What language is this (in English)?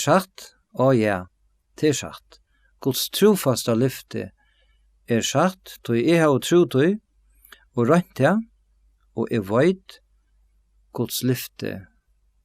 Faroese